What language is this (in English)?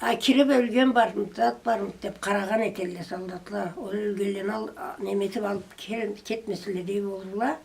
Karachay-Balkar